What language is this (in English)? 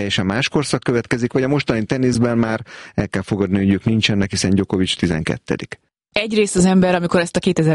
Hungarian